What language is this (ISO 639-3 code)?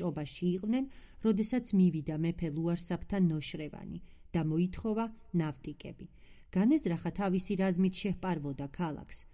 kat